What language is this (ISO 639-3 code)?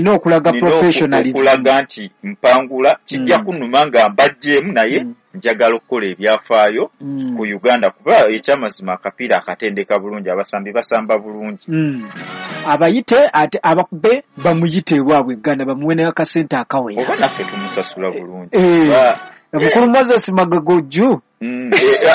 lug